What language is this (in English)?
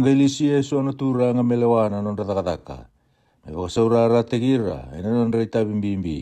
Fijian